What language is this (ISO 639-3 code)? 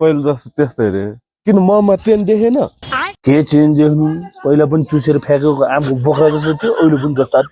nep